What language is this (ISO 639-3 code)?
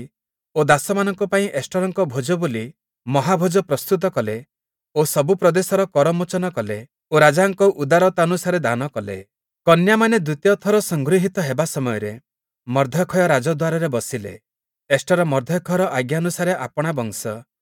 ori